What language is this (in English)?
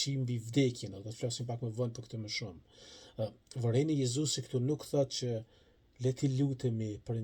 Albanian